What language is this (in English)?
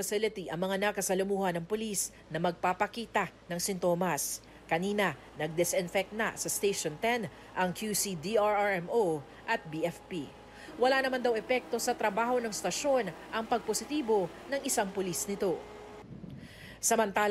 Filipino